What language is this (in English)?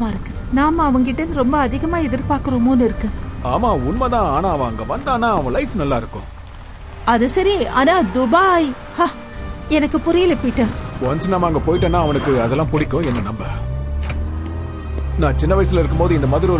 Tamil